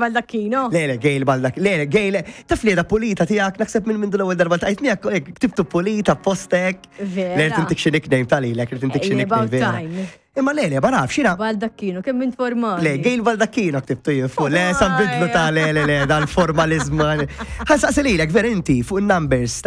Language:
Maltese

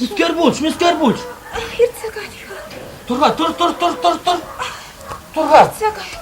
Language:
Chuvash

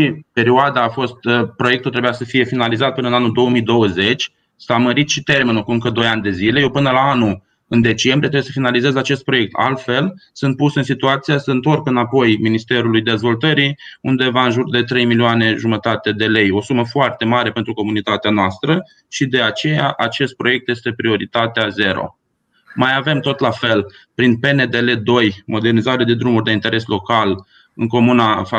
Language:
Romanian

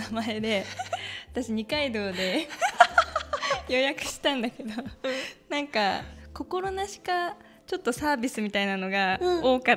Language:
Japanese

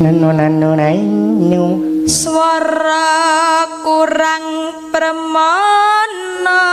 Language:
Javanese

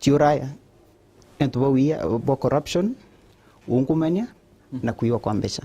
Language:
Meru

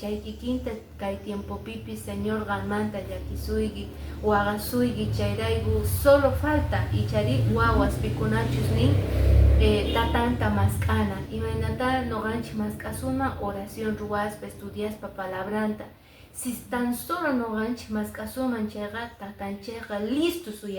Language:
Quechua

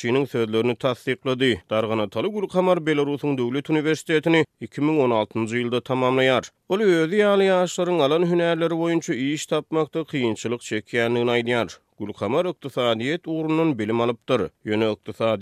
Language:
Turkmen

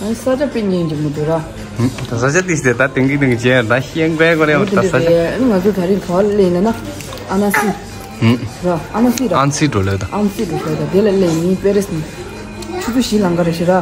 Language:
Tibetan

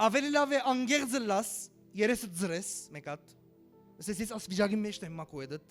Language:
Western Armenian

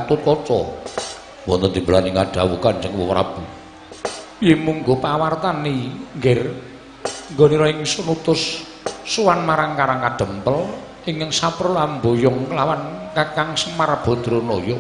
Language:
Javanese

